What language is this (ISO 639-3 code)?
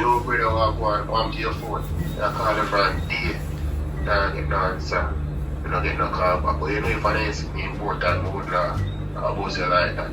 jam